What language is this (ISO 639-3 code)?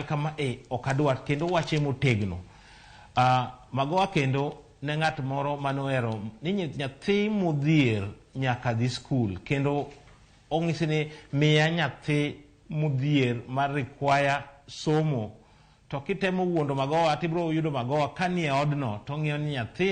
luo